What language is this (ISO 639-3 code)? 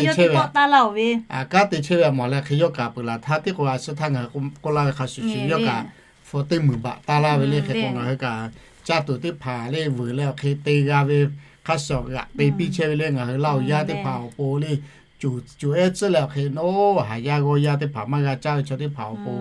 lhu